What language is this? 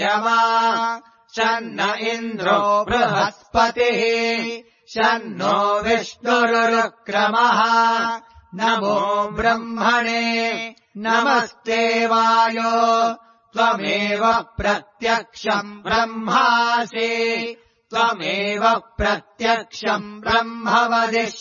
Sanskrit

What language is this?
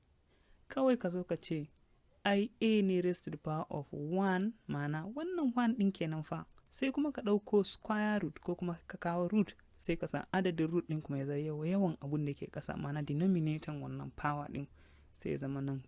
Hausa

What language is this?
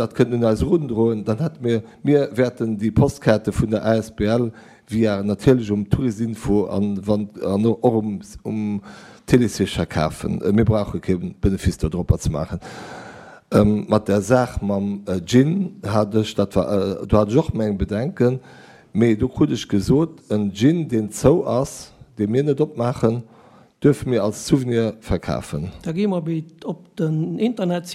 Luxembourgish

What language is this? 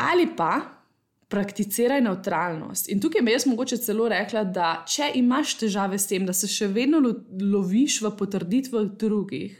Slovenian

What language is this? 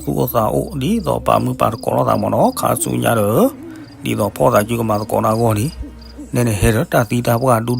S'gaw Karen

